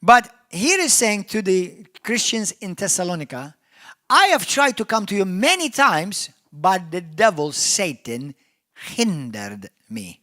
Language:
English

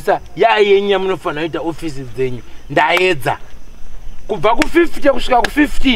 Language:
Shona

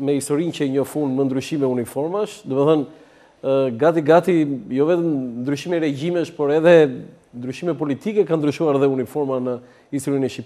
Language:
Albanian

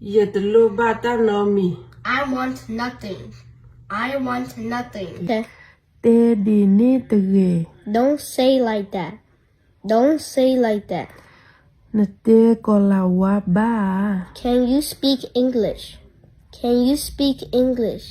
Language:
S'gaw Karen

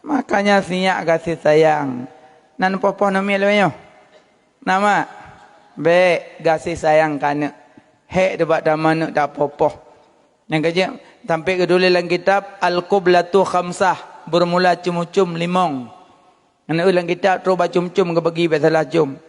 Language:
Achinese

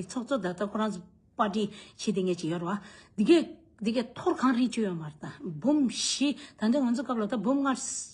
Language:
Tibetan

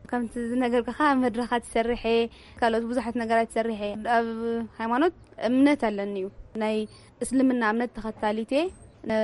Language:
Tigrinya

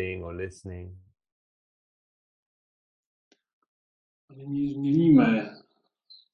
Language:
Czech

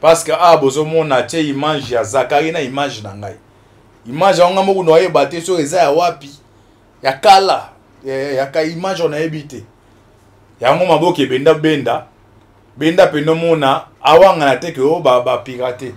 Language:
Lingala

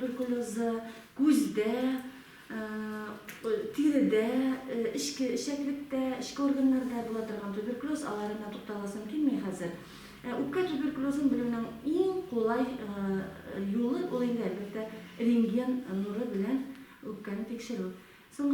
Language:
Tatar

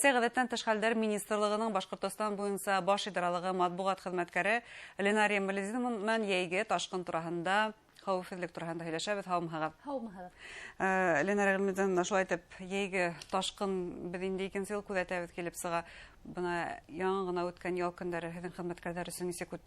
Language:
Bashkir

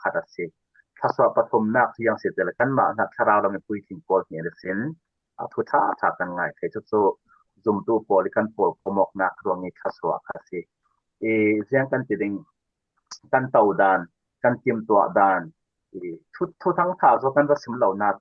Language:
Falam Chin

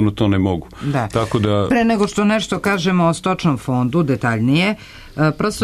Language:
Serbian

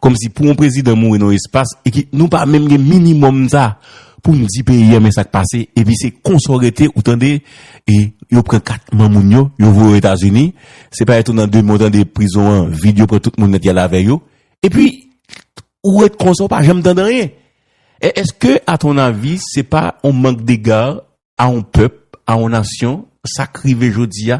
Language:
Haitian Creole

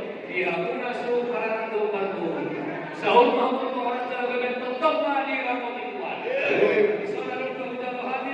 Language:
Batak Toba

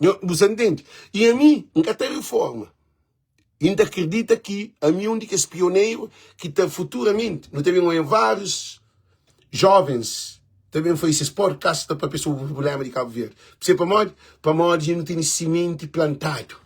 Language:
Kabuverdianu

